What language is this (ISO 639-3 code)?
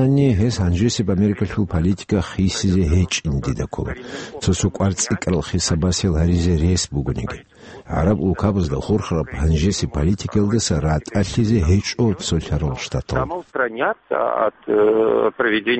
ava